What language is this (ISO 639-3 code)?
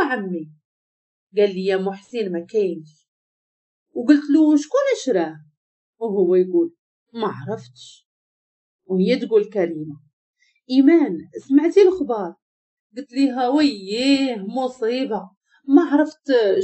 ary